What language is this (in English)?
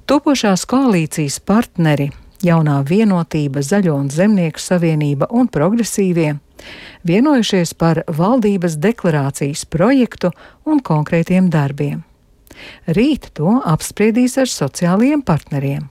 Latvian